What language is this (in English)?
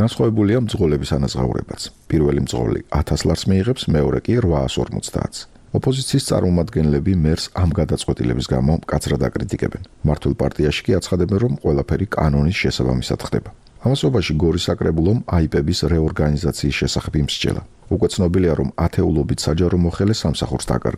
Georgian